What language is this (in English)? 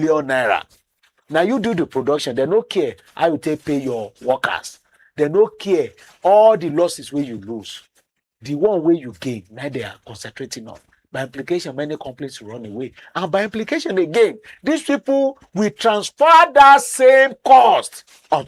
Nigerian Pidgin